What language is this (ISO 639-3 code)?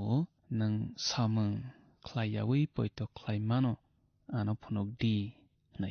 trp